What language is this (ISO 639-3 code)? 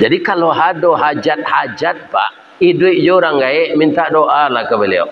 min